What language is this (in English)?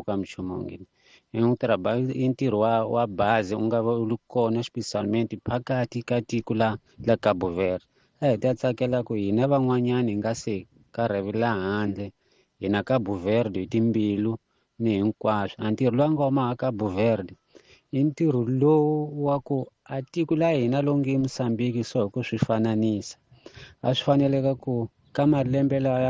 Tsonga